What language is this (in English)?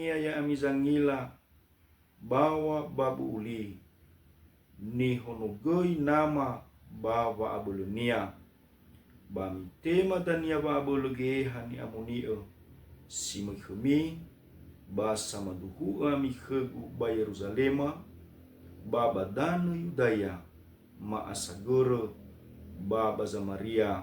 Nias